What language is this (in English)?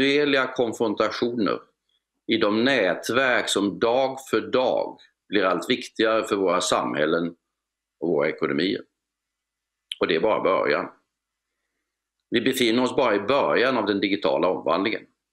Swedish